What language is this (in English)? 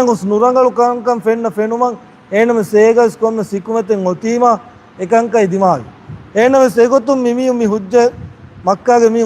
Divehi